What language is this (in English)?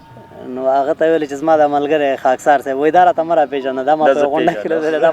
Pashto